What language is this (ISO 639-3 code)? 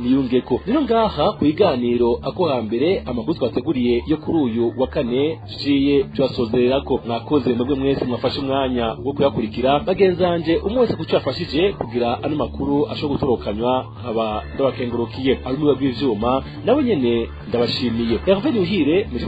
run